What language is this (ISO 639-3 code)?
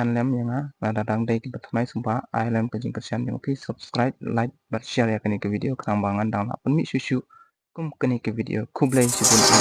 kha